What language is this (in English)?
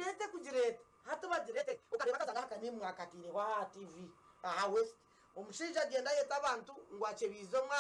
Nyankole